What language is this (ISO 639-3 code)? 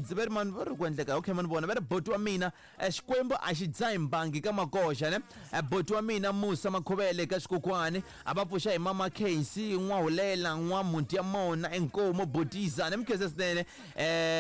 tso